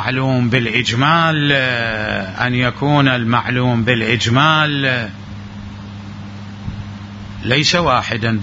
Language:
Arabic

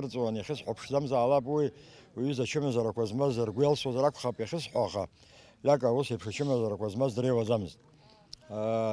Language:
Abkhazian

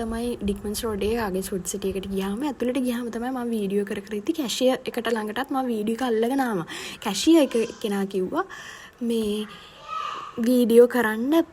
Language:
Sinhala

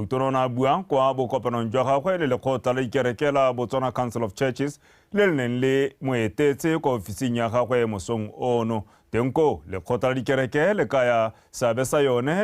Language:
Tswana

